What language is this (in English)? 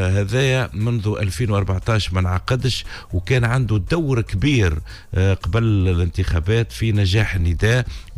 Tunisian Arabic